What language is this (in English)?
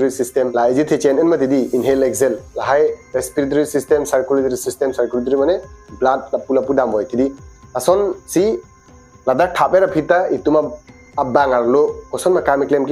Karbi